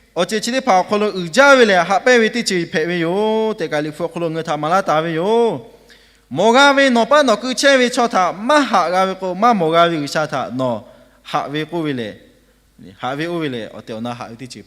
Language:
Lahu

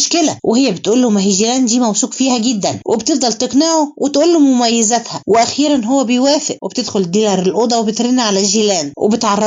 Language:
Egyptian Arabic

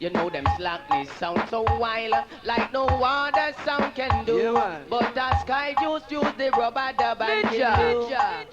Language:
Jamaican Creole English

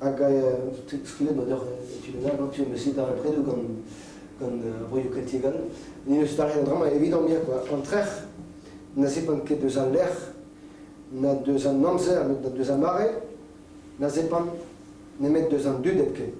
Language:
Breton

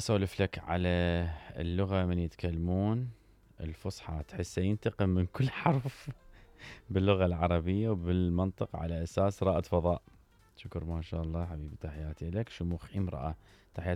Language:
Mesopotamian Arabic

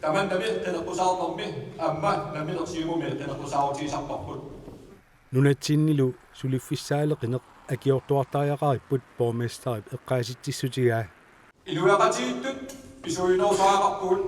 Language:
Kalaallisut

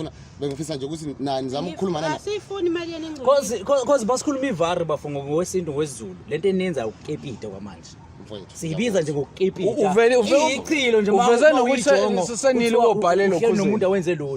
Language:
Zulu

